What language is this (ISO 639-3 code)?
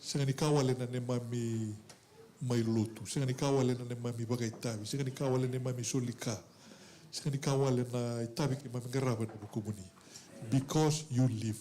fij